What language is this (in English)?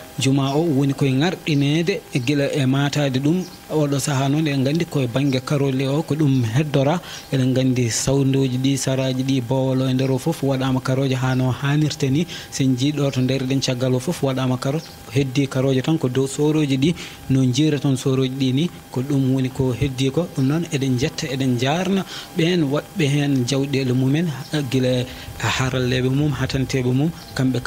Fula